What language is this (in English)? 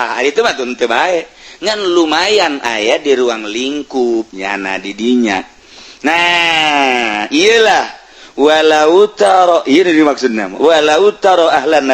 Sundanese